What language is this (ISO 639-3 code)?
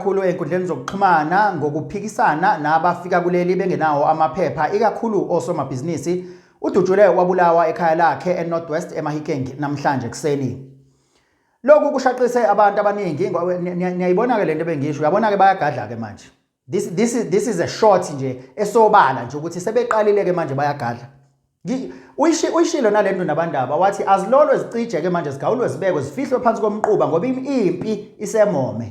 zul